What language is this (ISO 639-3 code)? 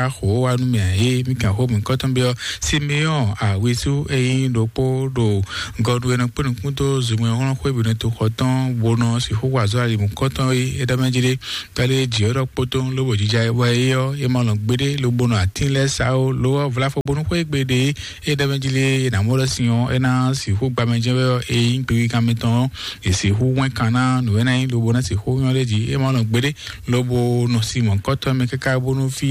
fon